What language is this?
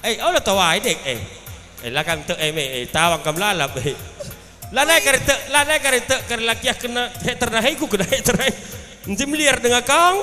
Batak Karo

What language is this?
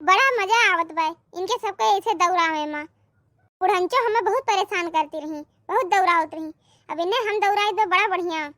Awadhi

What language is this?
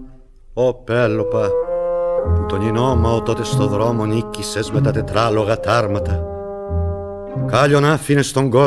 Greek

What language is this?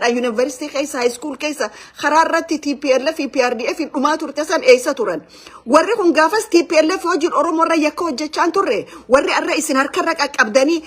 Oromo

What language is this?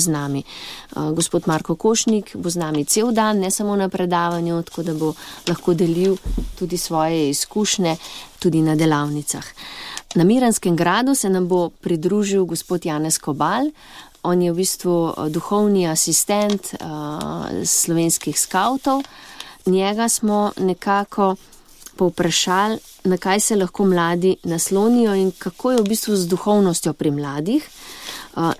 Slovenian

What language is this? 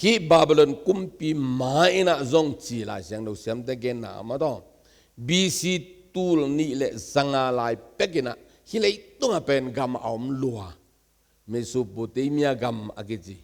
Tedim Chin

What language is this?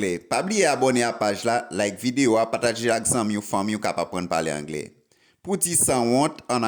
Haitian Creole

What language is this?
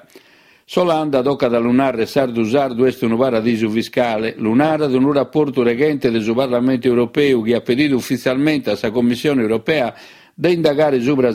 Sardinian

